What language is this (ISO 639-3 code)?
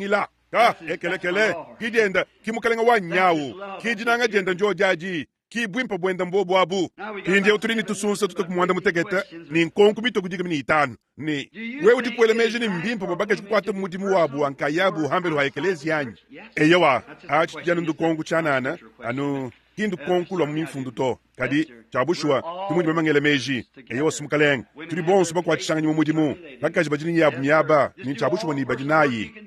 lua